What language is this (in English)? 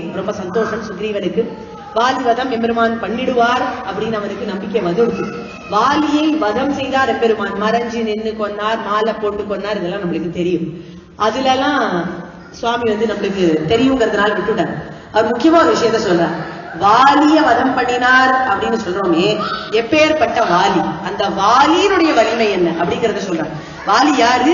Tamil